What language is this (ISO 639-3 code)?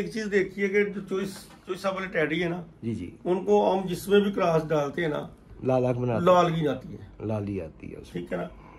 hin